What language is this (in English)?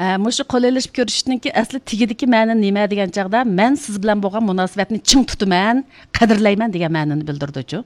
Uyghur